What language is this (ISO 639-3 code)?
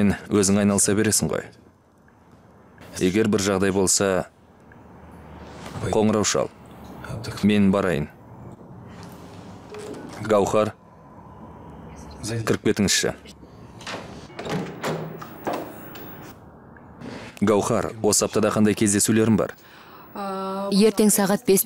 kaz